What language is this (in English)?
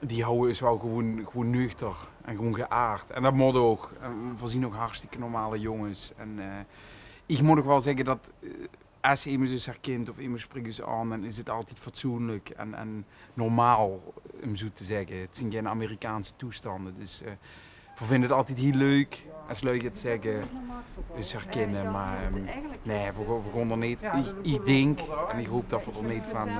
Limburgish